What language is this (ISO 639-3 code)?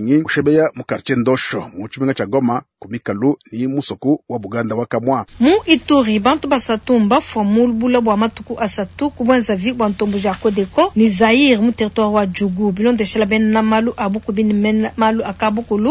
lua